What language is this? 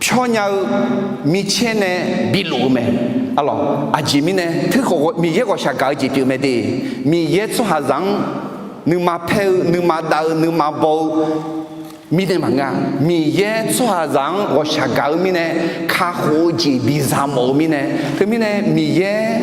Akha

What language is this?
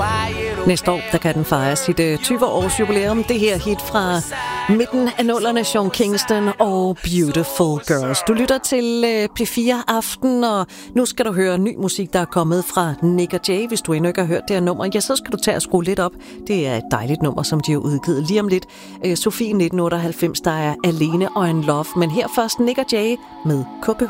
Danish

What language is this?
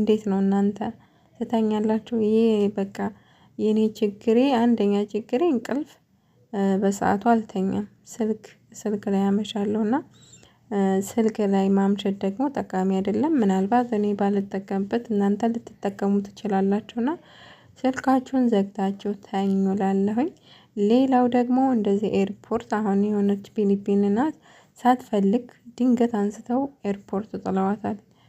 Amharic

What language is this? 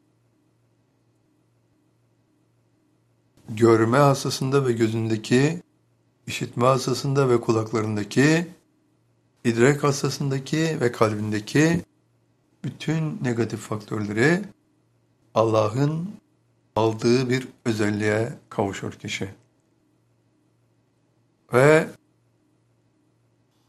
Turkish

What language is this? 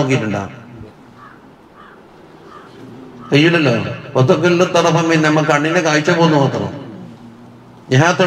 Malayalam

